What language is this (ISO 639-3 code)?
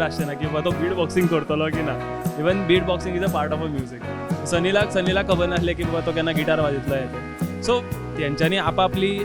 kok